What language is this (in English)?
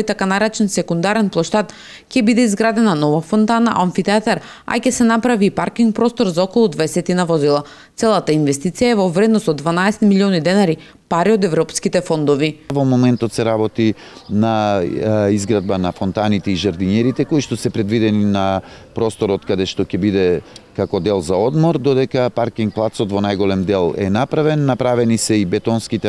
Macedonian